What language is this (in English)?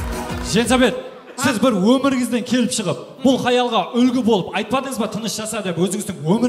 Kara-Kalpak